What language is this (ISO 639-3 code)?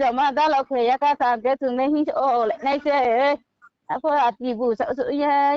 ria